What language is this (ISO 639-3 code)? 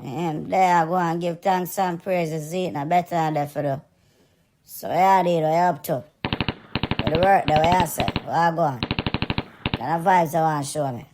jam